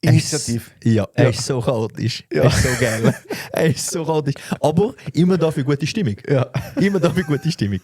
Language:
Swiss German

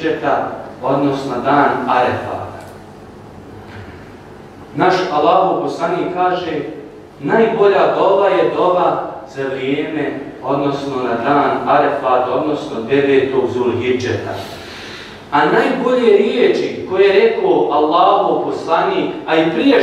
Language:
Bosnian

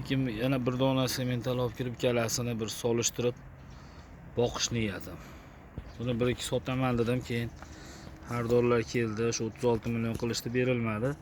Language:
Uzbek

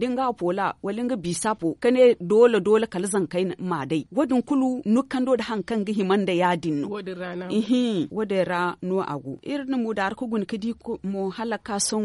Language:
Zarma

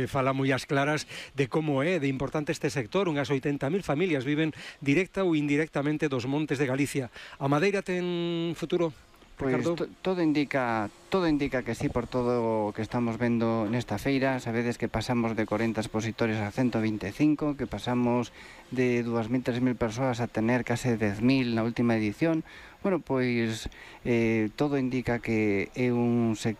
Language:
Galician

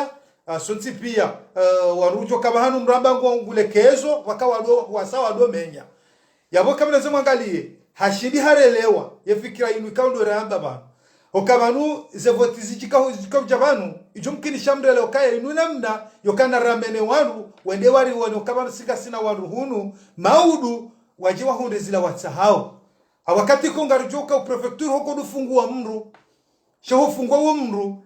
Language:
Ngazidja Comorian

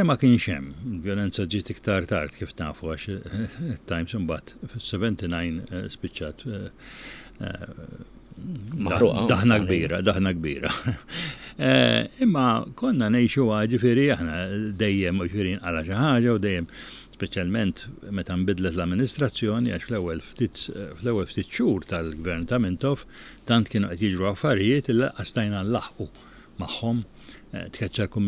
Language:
Maltese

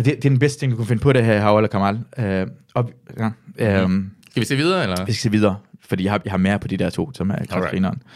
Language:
Danish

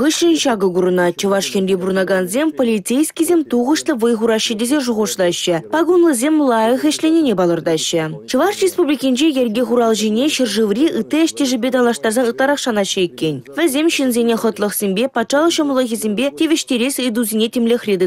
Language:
Chuvash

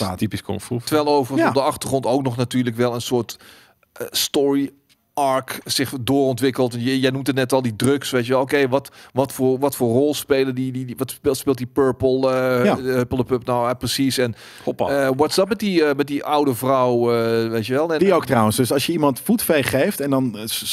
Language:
Dutch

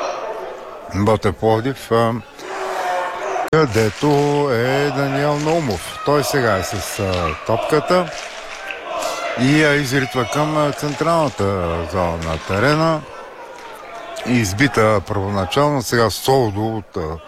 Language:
Bulgarian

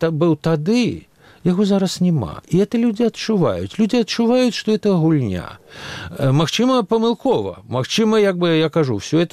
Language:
Belarusian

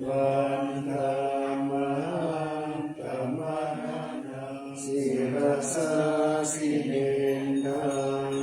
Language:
Pali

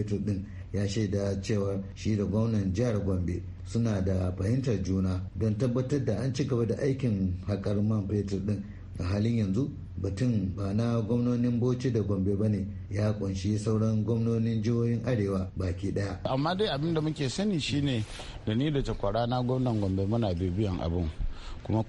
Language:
Hausa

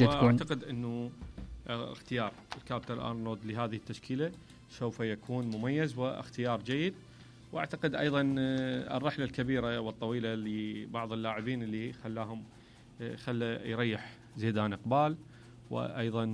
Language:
Mesopotamian Arabic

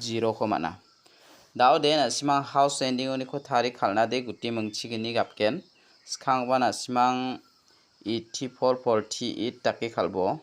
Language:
Garo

